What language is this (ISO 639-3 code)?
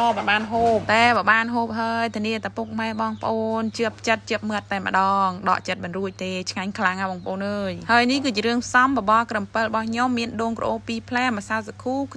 khm